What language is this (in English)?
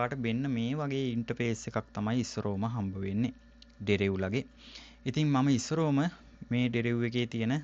Sinhala